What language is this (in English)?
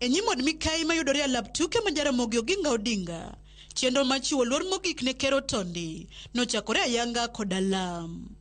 Luo (Kenya and Tanzania)